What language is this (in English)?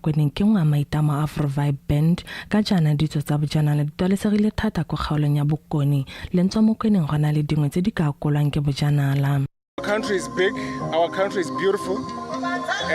Tswana